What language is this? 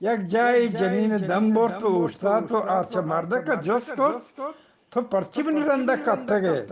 Eastern Balochi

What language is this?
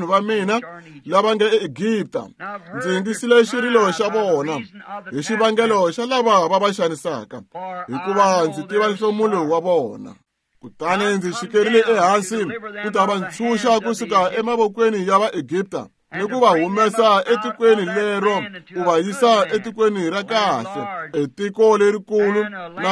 Tsonga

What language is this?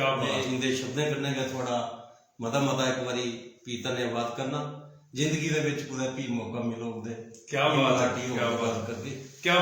Dogri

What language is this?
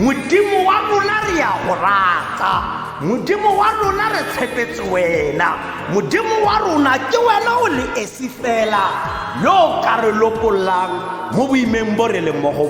Tswana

